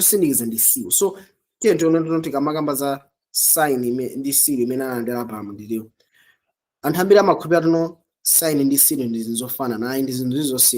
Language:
Nyanja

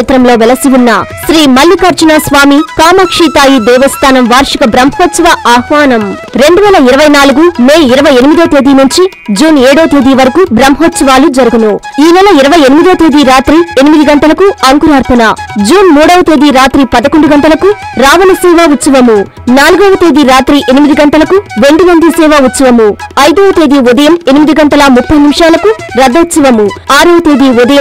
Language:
Telugu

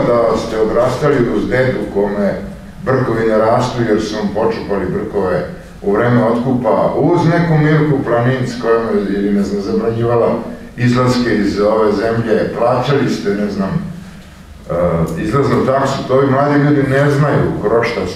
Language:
Serbian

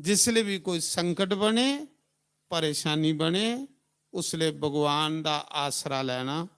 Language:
Dogri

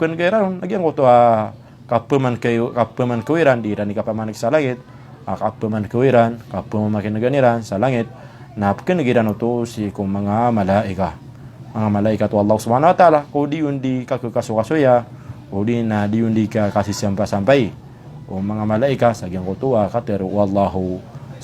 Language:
Maranao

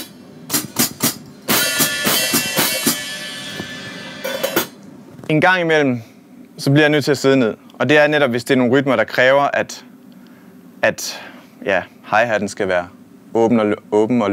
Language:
Danish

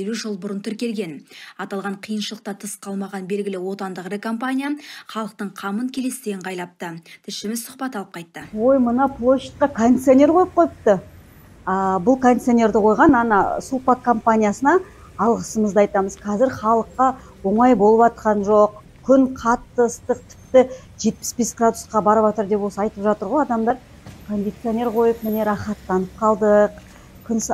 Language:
Kazakh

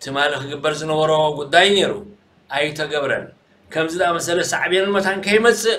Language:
Tigrinya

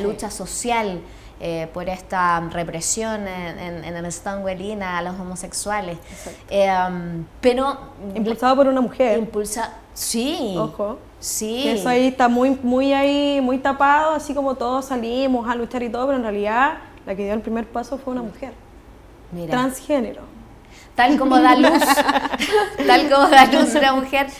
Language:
Spanish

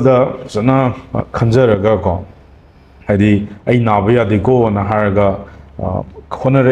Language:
Manipuri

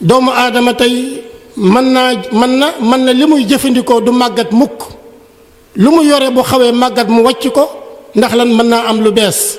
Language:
Wolof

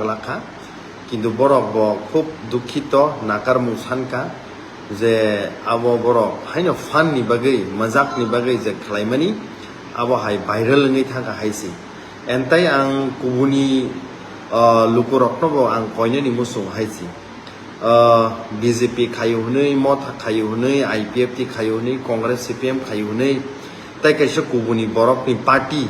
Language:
Kok Borok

